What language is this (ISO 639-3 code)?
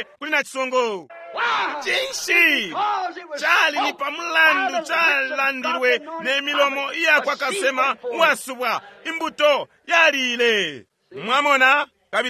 bem